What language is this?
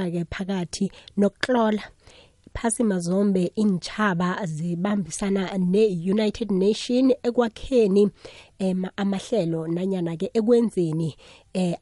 South Ndebele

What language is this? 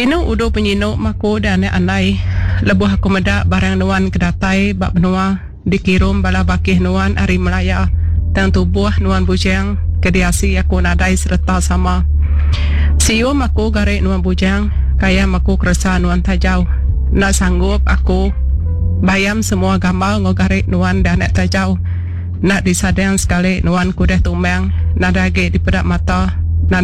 Iban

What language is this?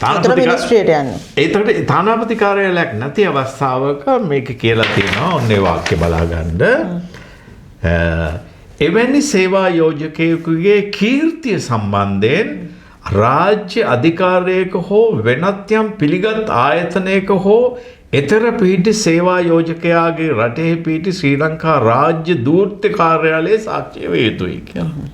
Sinhala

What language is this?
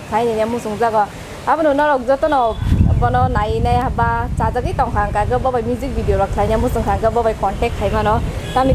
Kok Borok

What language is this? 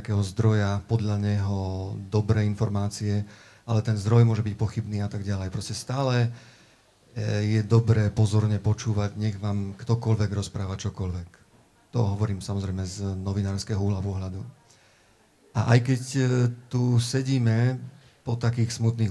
Slovak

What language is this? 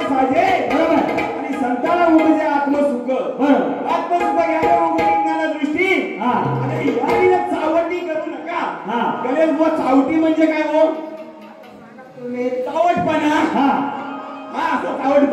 Marathi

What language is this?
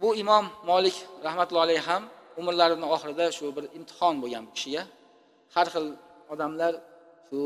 Uzbek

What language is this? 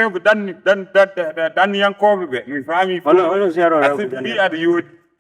Fula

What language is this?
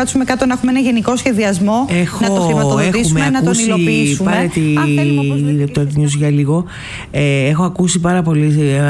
Greek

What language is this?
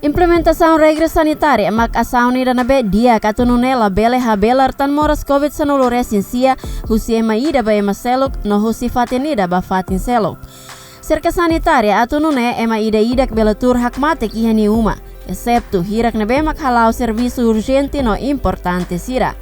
Tetum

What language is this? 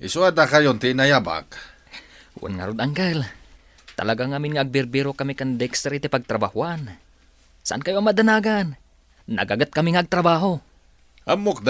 Iloko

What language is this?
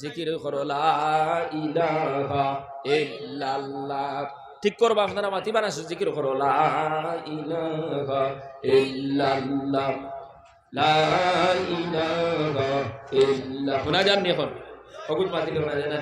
Sylheti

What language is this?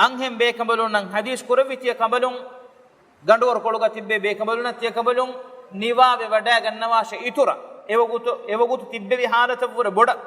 Divehi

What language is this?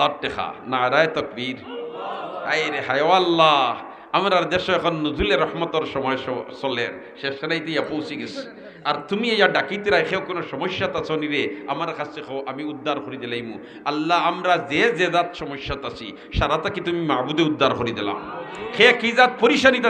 Sylheti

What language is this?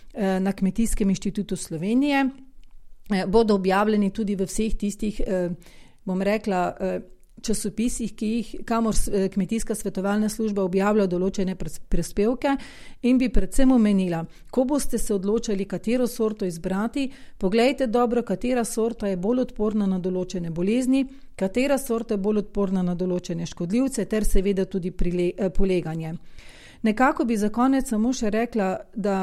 Slovenian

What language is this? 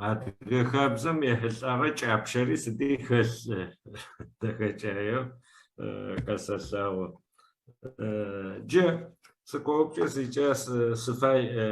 Adyghe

